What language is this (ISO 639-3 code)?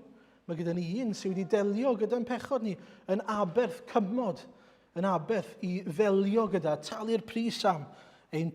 cym